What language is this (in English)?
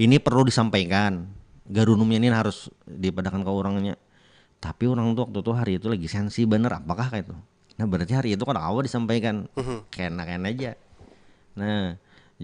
Banjar